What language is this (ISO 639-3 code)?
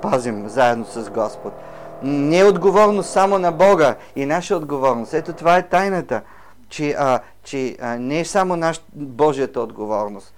bul